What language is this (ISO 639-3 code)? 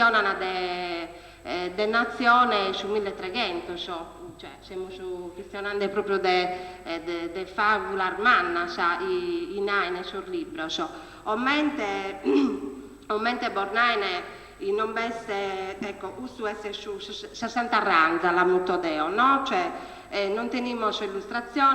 srd